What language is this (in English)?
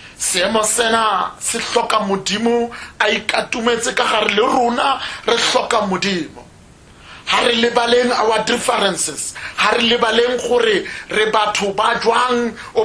Tswana